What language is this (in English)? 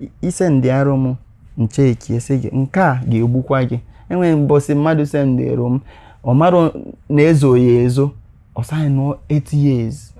Igbo